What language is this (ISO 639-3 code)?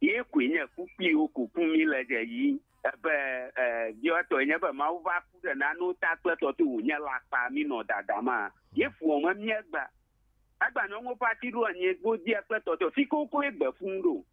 ewe